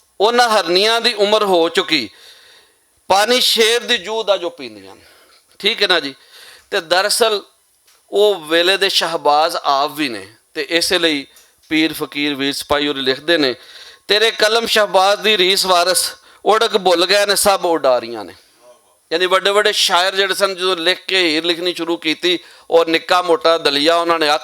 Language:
Western Panjabi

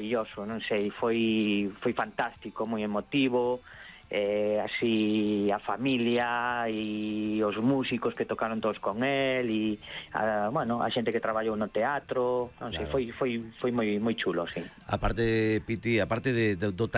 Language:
Galician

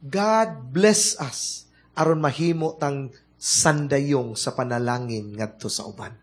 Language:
Cebuano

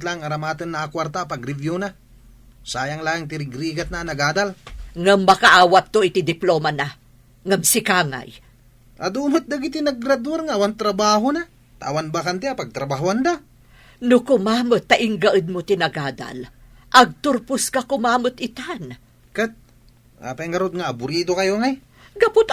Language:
Iloko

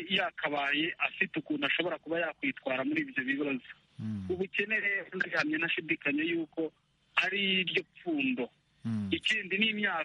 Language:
Kinyarwanda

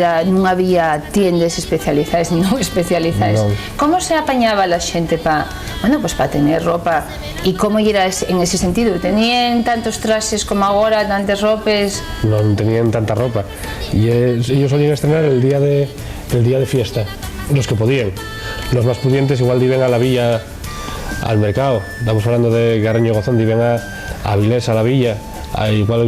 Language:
Asturian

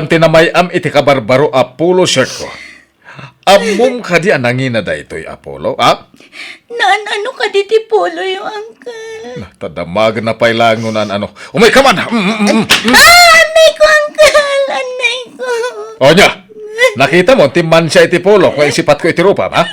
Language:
Iloko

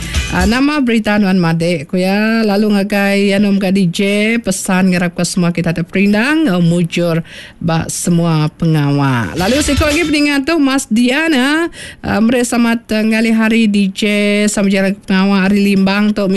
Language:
Iban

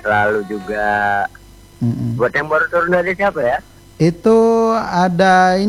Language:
Indonesian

